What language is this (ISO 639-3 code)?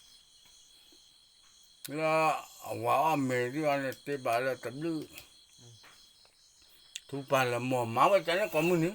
ksw